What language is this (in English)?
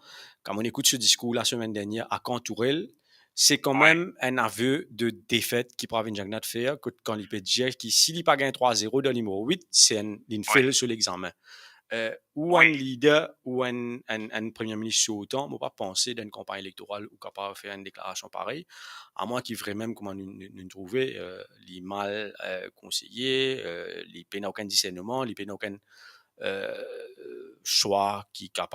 Morisyen